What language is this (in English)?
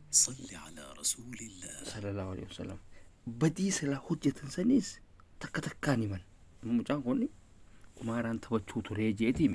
Oromo